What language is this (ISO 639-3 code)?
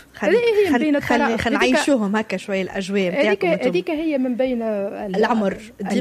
aeb